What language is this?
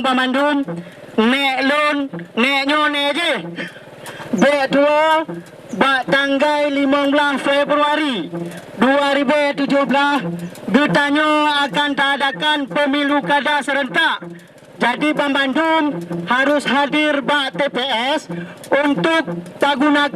Achinese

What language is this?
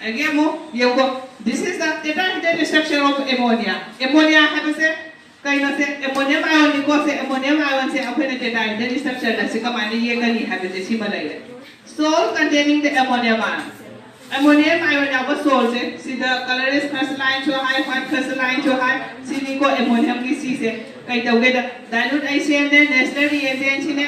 Manipuri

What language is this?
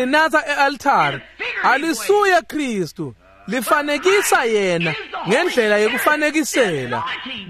Swati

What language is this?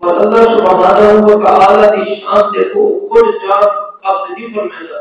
Saraiki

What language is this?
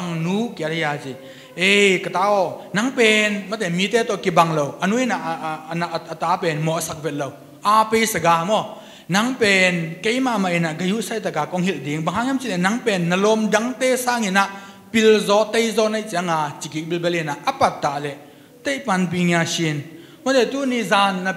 Tedim Chin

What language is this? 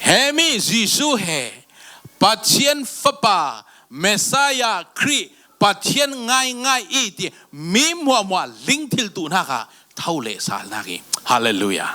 Falam Chin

